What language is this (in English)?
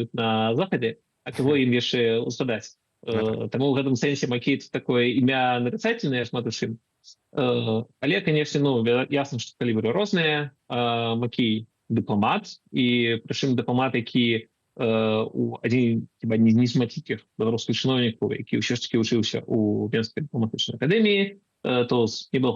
Belarusian